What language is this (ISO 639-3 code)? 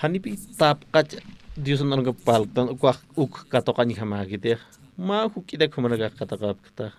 aym